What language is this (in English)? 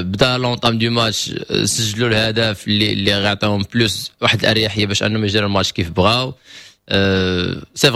Moroccan Arabic